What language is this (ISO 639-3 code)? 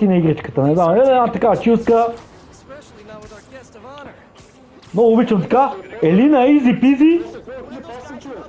bul